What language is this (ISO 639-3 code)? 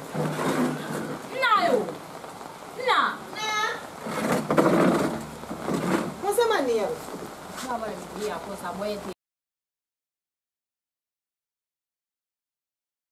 swa